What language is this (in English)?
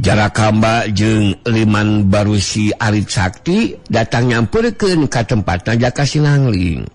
Sundanese